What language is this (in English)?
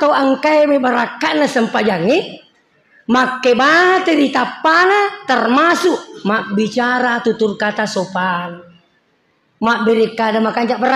Buginese